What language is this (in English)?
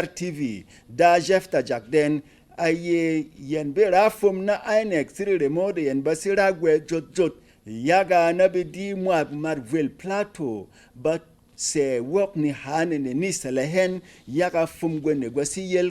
Berom